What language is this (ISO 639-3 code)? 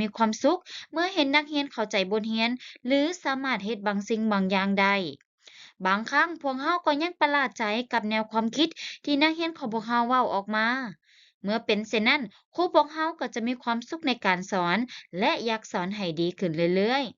lao